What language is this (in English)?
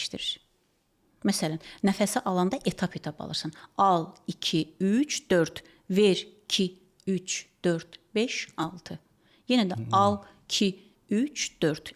Azerbaijani